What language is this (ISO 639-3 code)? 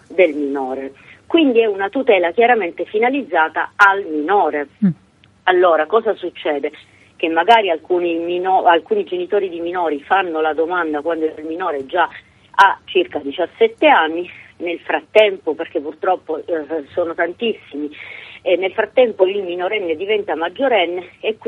ita